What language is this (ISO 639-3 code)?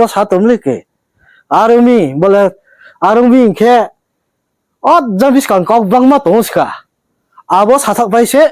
ria